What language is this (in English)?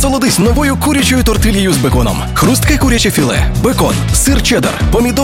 Ukrainian